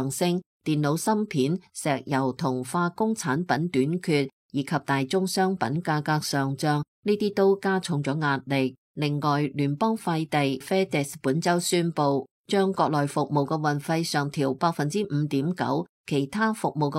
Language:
Cantonese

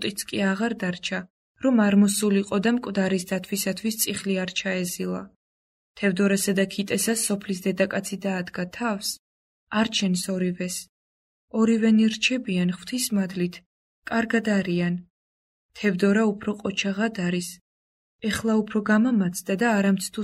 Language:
Georgian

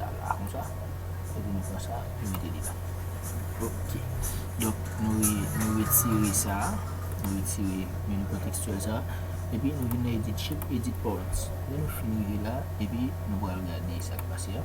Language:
Haitian Creole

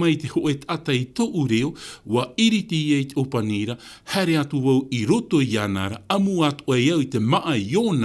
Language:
Tahitian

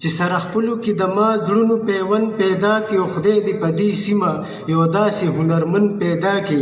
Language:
Pashto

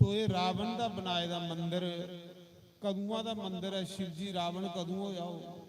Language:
Dogri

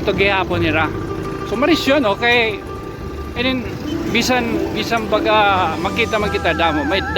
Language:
Waray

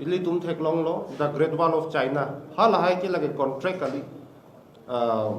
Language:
Karbi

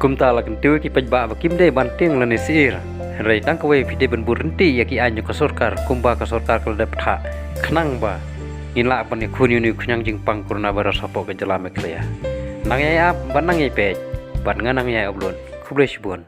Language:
Khasi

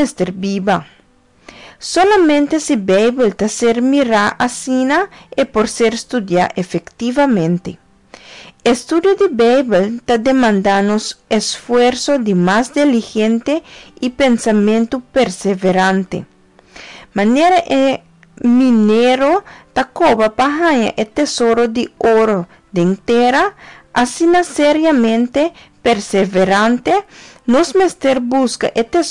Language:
Papiamento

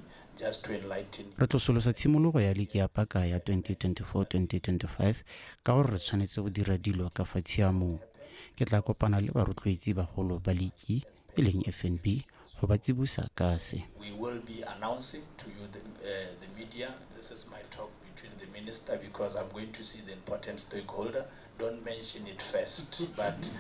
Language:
Tswana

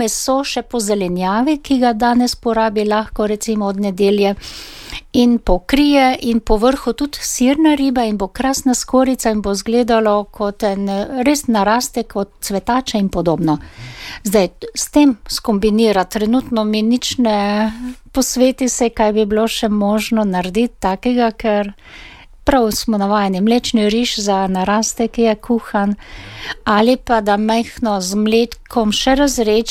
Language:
Slovenian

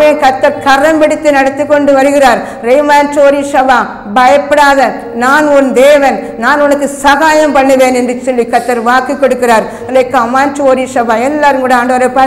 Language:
Tamil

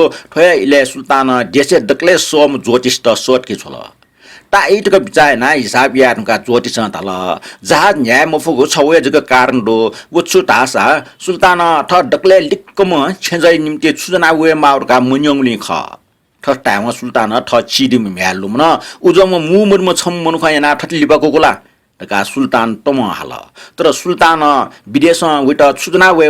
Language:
Newari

